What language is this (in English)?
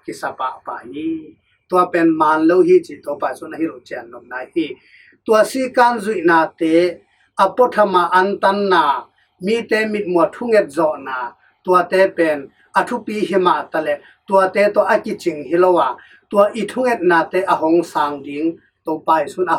Tedim Chin